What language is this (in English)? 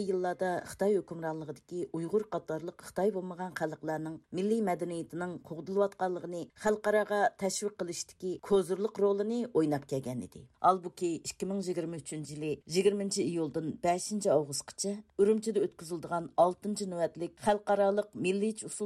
Uyghur